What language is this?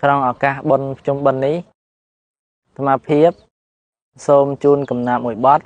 Khmer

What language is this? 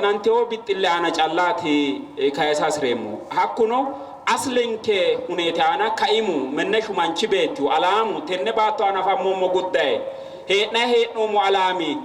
Sidamo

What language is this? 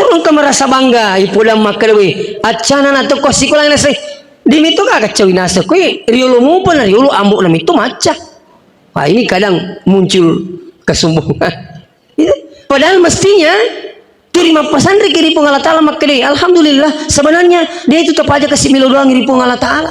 Buginese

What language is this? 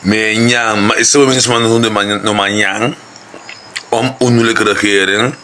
Sranan Tongo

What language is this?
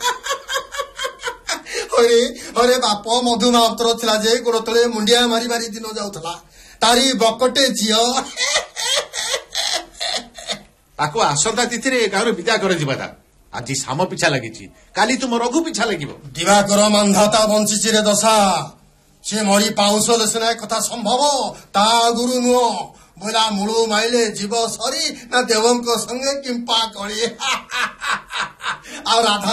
Odia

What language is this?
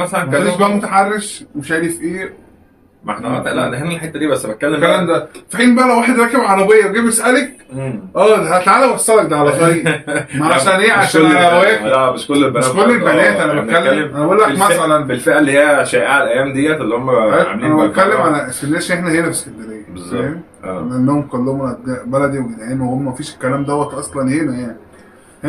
Egyptian Arabic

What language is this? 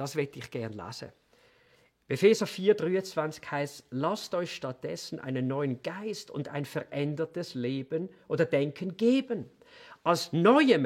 Swiss German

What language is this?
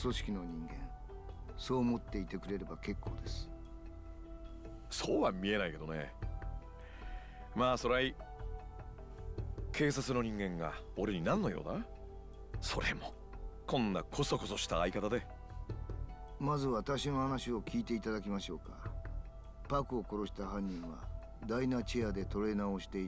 Japanese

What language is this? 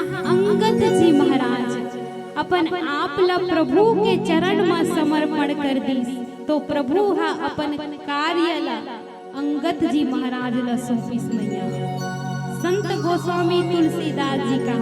Chhattisgarhi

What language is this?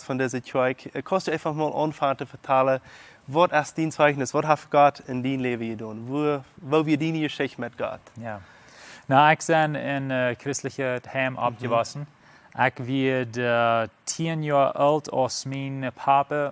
Plautdietsch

